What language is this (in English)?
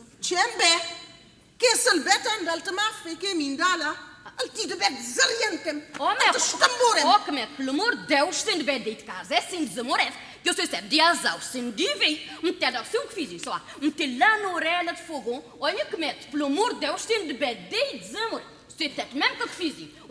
Kabuverdianu